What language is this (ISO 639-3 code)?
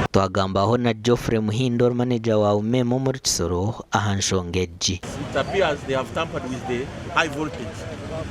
nyn